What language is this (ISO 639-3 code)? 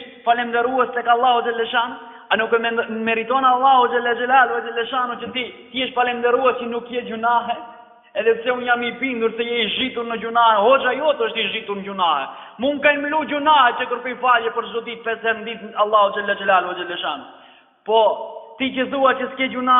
sqi